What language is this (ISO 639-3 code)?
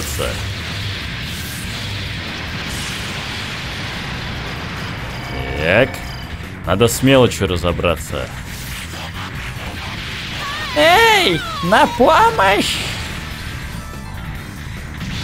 rus